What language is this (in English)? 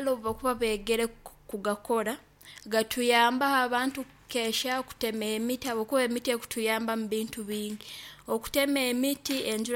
Nyoro